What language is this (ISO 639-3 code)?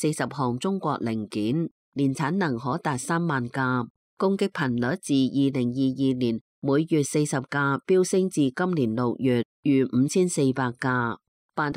yue